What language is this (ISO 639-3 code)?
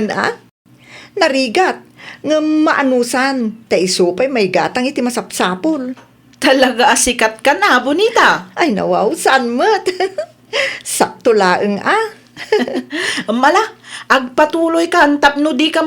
ilo